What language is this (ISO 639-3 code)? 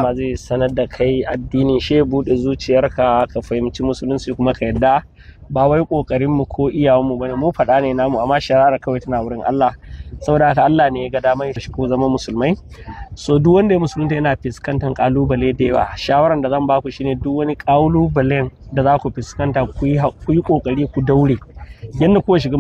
hau